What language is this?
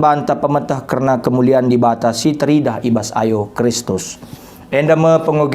Batak Karo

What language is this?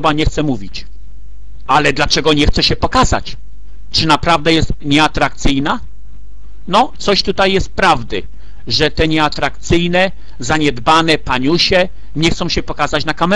Polish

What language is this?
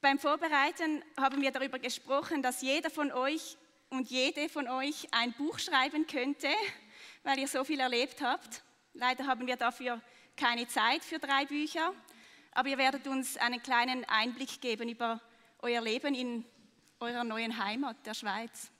Swiss German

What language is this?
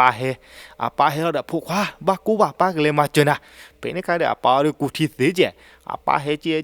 S'gaw Karen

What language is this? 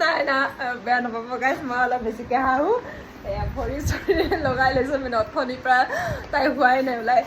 Assamese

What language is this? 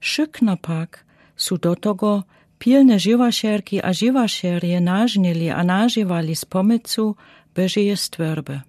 Lower Sorbian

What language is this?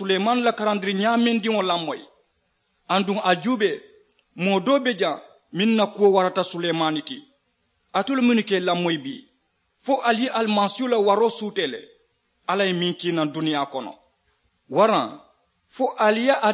Mandingo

